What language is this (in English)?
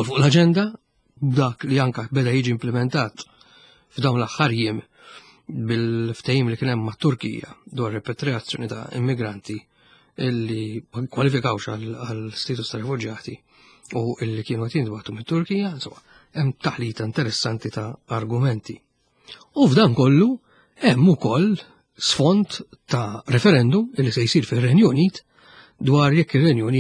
Maltese